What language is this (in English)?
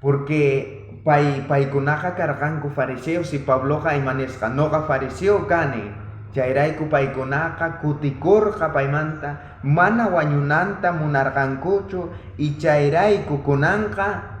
South Bolivian Quechua